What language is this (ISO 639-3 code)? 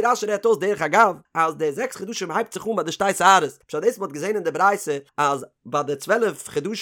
yid